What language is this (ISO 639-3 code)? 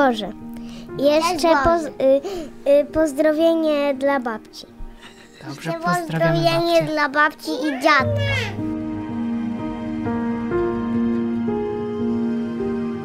pol